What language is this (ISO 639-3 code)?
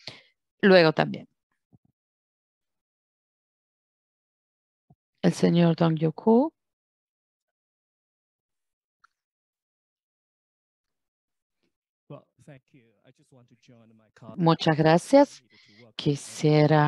spa